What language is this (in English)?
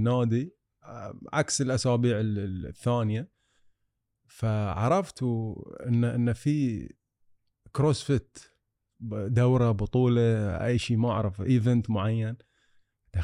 Gulf Arabic